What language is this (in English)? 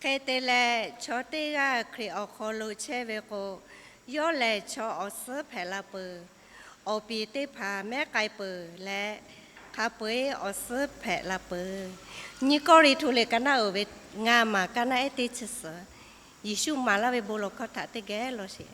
Lahu